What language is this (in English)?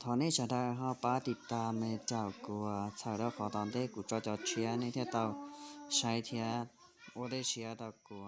Hmong